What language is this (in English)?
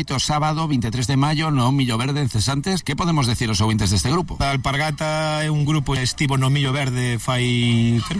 Galician